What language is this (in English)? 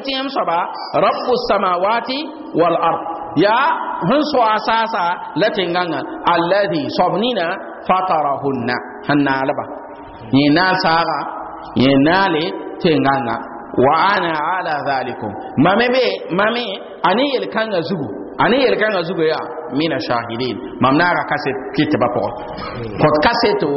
Mossi